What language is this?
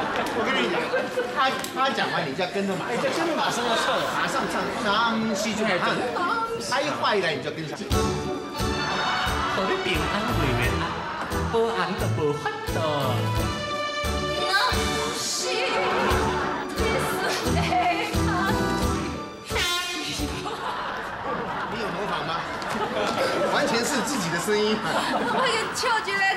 Chinese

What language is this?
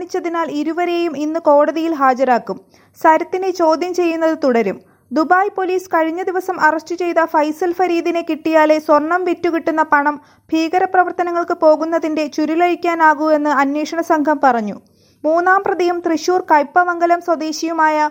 Malayalam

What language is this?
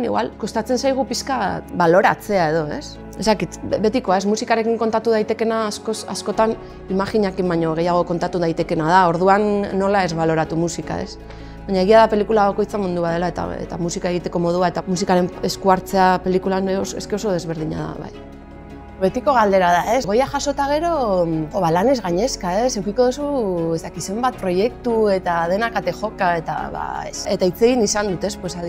Basque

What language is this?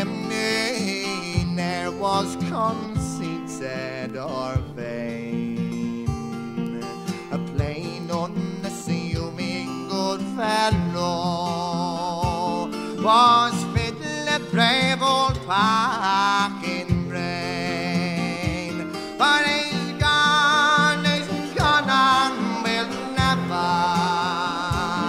English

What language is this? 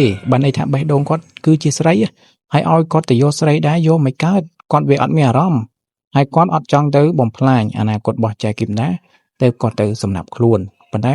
Khmer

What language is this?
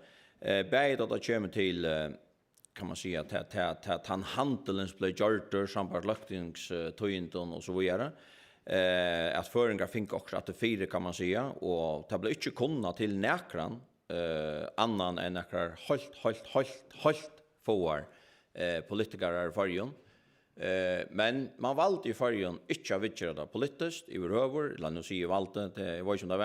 Faroese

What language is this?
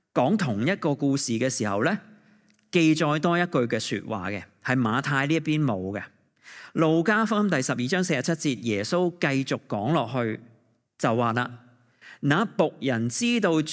Cantonese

